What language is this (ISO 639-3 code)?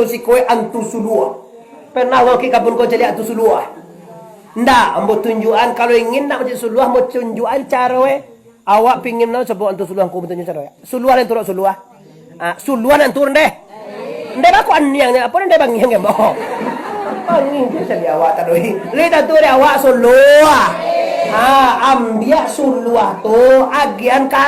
min